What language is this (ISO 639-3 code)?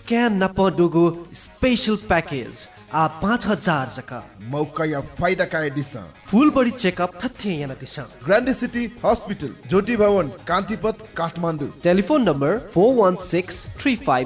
new